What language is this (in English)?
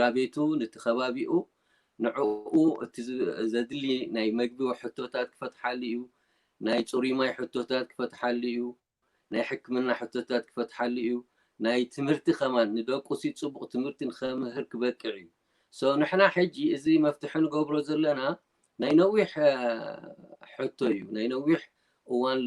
Tigrinya